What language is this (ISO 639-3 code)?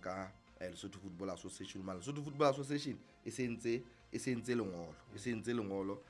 sot